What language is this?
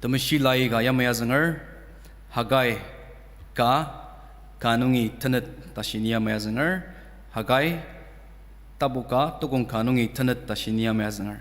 Ao Naga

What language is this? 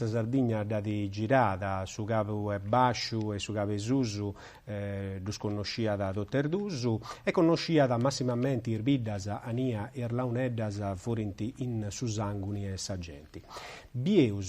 Sardinian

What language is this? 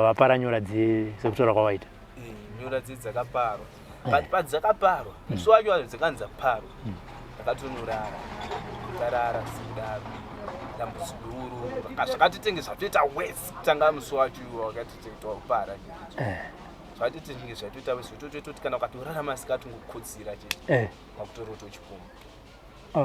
Shona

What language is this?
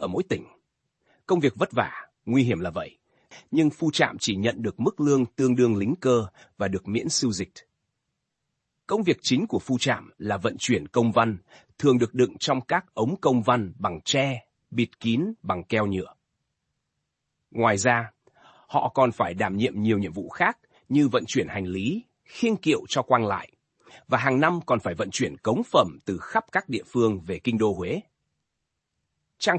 Vietnamese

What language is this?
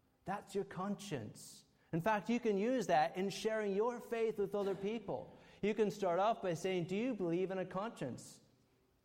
English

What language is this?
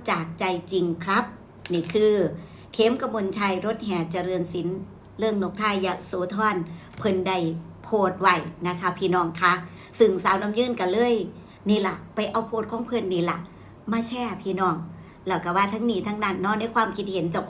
Northeastern Thai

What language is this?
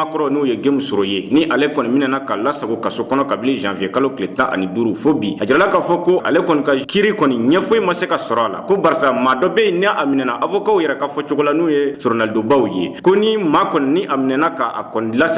Bambara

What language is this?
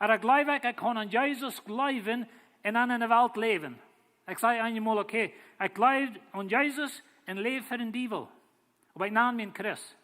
Plautdietsch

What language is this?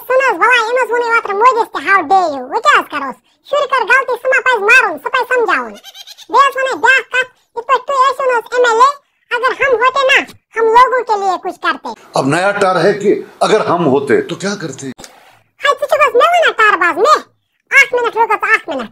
Kashmiri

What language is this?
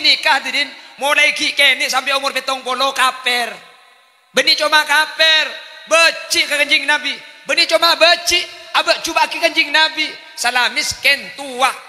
Madurese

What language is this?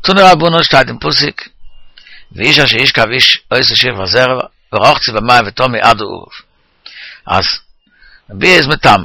Yiddish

